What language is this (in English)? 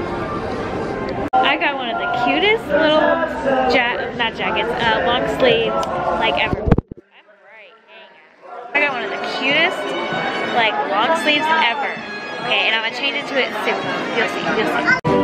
English